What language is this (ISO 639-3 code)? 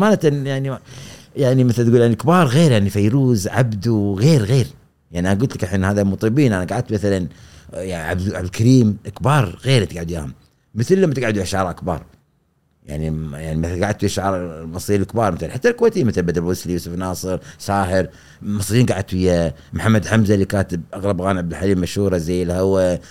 afb